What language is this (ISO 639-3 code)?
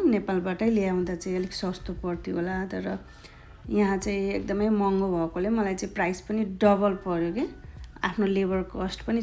nep